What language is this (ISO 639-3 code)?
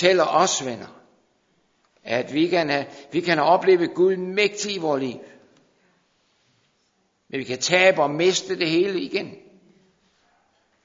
dan